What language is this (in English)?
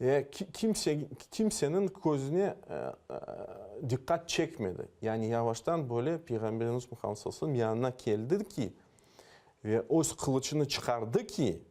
Crimean Tatar